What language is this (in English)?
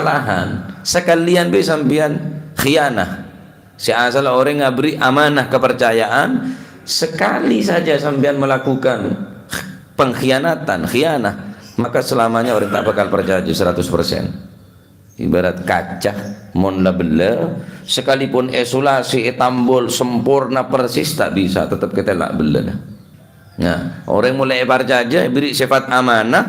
Madurese